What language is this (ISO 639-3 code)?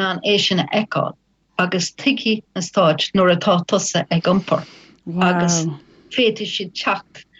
gle